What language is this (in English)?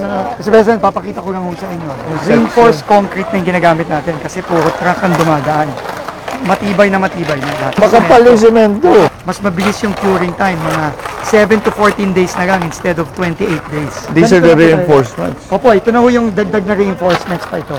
Filipino